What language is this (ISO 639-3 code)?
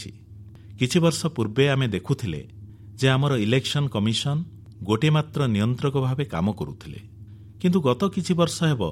ori